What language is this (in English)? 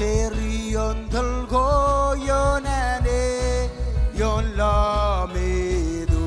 Marshallese